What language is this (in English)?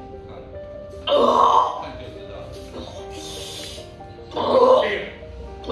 Chinese